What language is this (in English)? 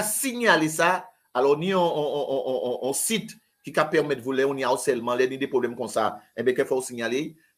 French